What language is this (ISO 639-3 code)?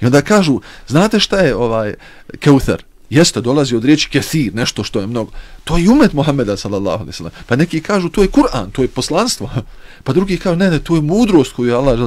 bos